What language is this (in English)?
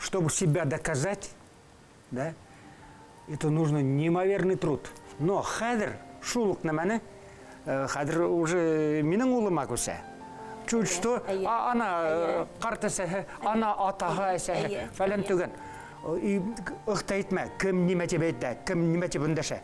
Bashkir